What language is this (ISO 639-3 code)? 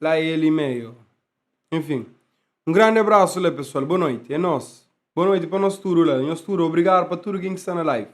kea